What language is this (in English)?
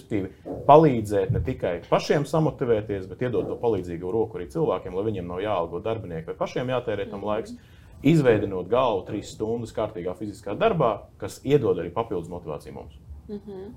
Latvian